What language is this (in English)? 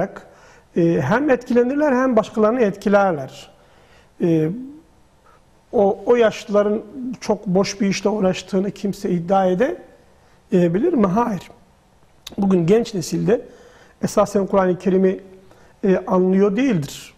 Turkish